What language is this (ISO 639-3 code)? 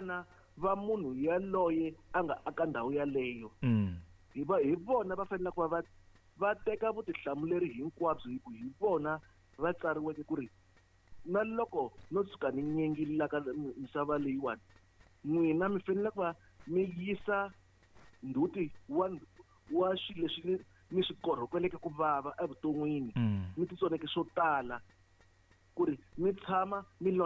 tso